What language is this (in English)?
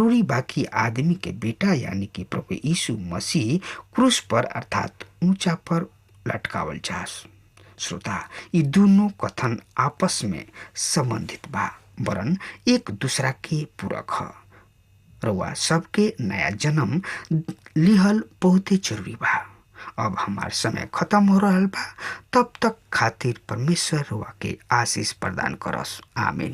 Bhojpuri